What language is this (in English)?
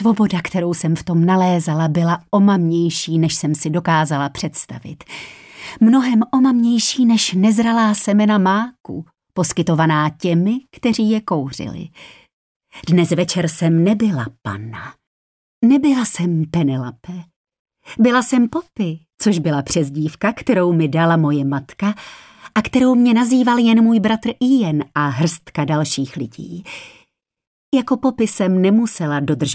Czech